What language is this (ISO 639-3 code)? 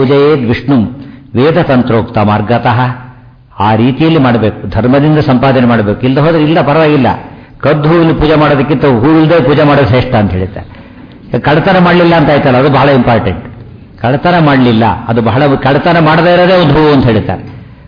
kan